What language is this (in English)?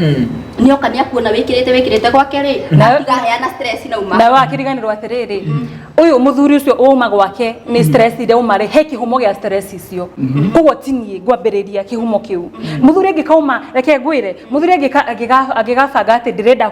Kikuyu